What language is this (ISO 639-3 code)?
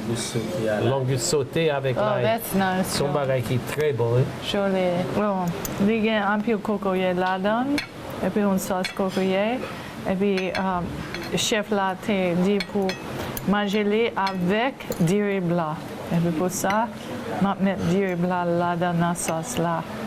hat